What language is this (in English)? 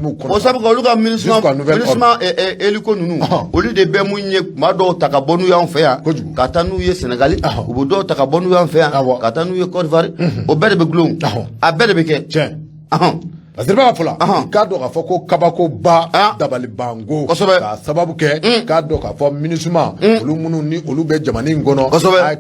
Bambara